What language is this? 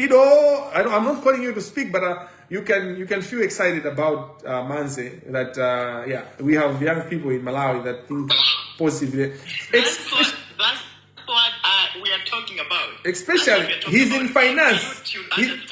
Nyanja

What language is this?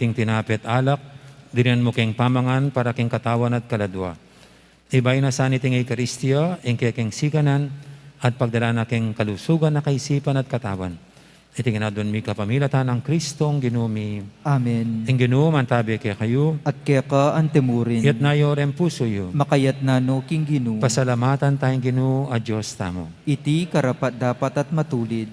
Pampanga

